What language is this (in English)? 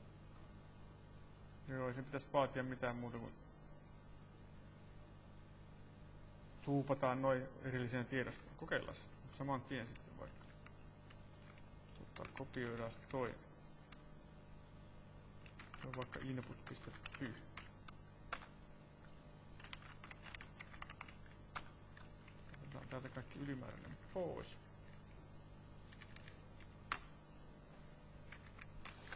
Finnish